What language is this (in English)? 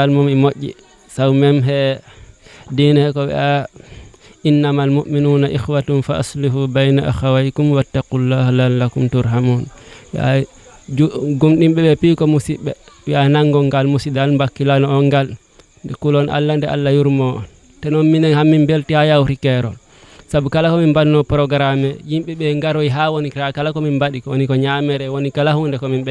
Fula